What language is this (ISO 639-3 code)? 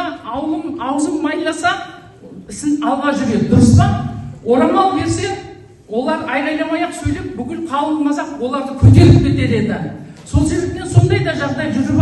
kaz